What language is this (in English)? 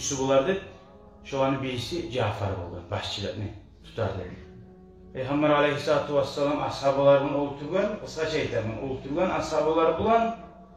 Kumyk